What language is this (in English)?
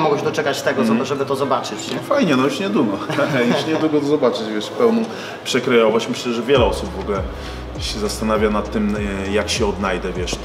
Polish